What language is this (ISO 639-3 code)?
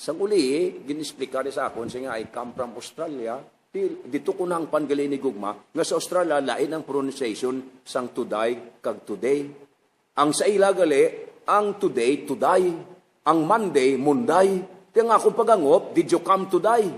hil